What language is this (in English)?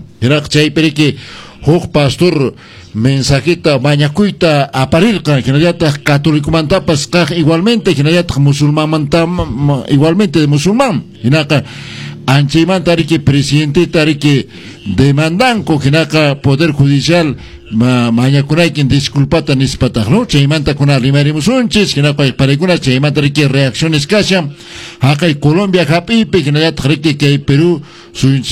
Quechua